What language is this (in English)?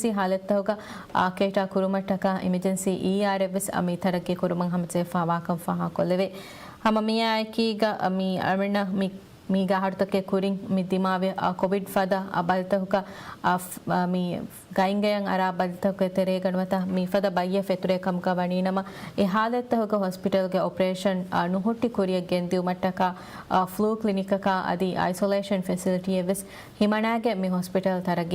Divehi